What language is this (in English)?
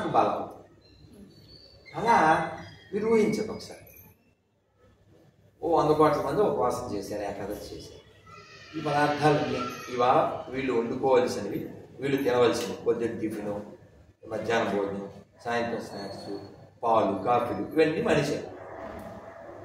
Telugu